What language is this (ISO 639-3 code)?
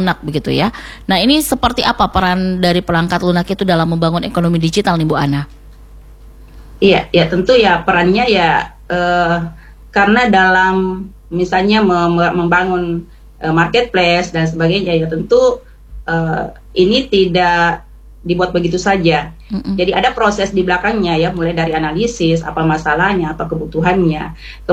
ind